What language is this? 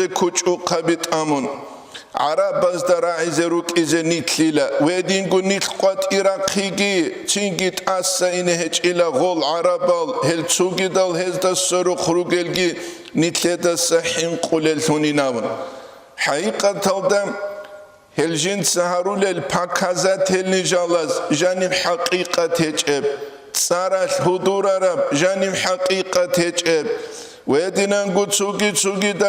Avaric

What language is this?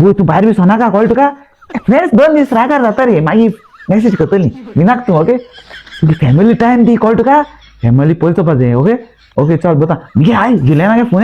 Konkani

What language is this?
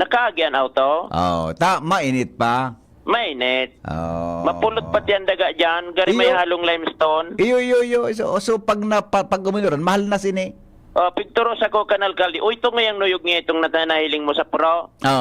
Bikol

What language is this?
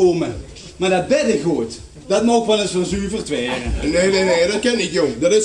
Limburgish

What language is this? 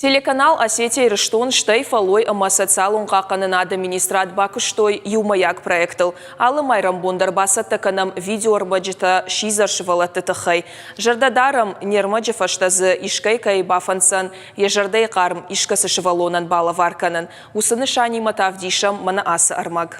Ossetic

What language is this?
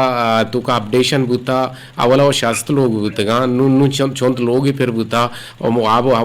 Eastern Balochi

